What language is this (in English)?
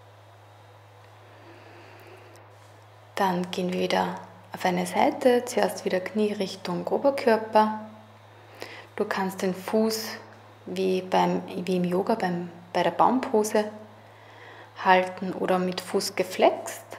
German